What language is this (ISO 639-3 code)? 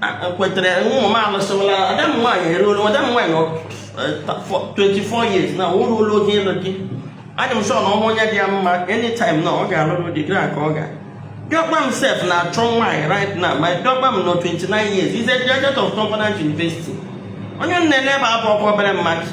ibo